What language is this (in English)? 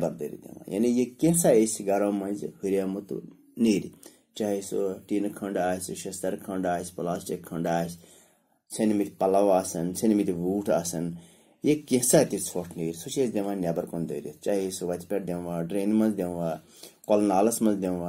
Kashmiri